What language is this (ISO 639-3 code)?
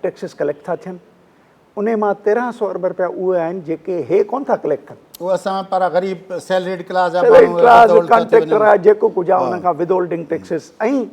snd